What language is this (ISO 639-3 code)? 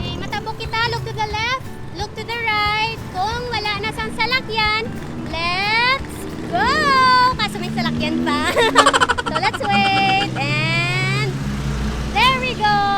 hil